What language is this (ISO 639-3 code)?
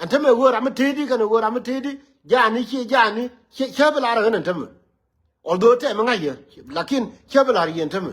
nus